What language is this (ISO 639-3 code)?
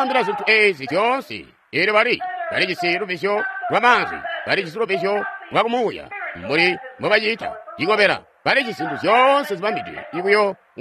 toi